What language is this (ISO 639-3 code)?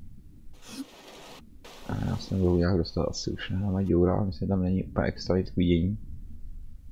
ces